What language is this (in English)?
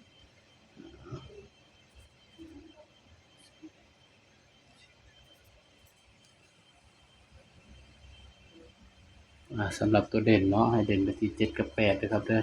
Northeastern Thai